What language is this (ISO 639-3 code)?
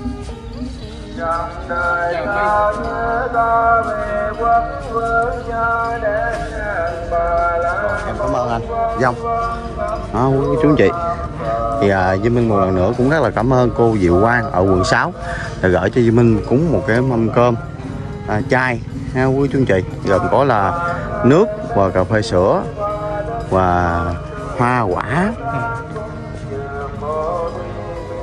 vie